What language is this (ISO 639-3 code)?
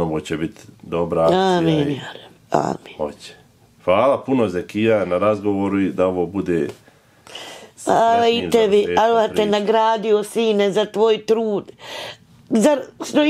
bos